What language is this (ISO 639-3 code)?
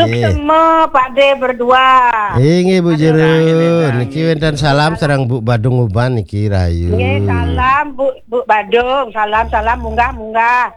ban